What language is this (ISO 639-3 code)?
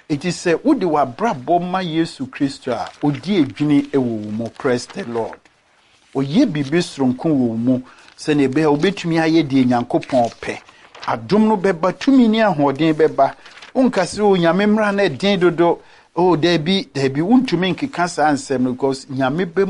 aka